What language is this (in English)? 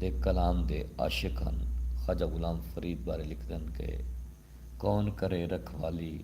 Saraiki